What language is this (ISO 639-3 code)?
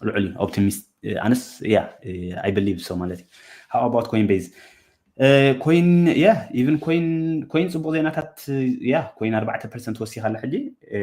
tir